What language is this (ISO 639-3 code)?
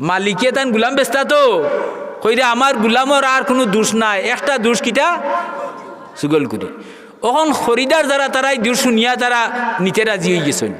syl